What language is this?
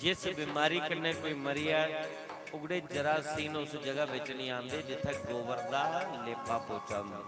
Dogri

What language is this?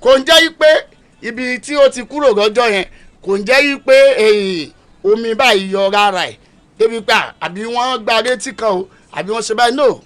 Yoruba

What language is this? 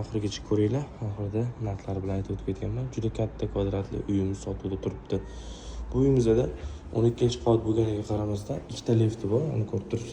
Uzbek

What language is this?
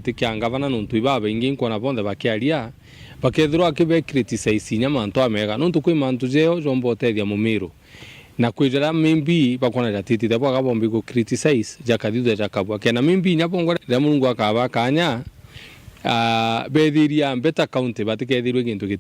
Meru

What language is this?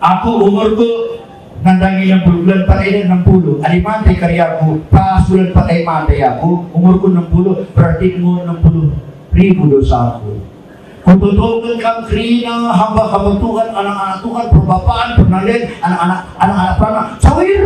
Batak Karo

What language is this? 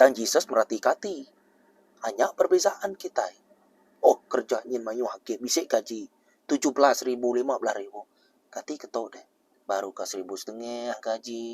Iban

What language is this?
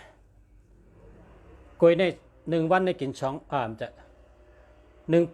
Shan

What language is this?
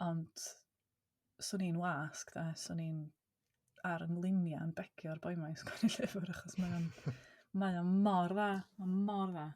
Welsh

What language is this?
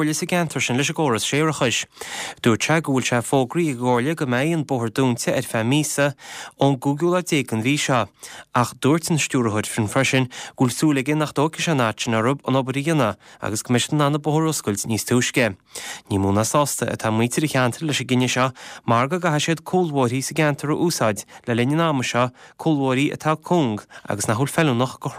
Irish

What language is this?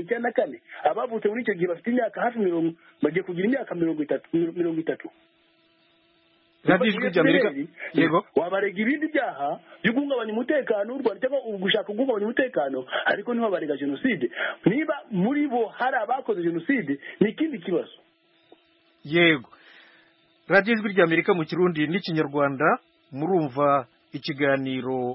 Kinyarwanda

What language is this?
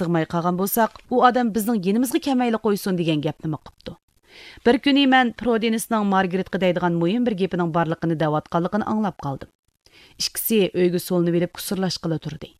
Uyghur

